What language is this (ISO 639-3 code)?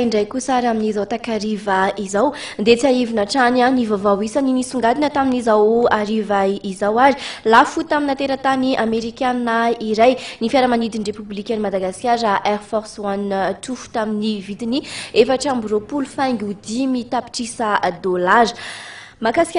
mlg